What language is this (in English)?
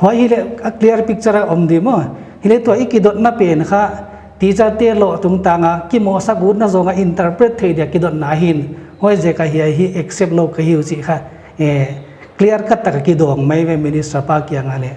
Paite Chin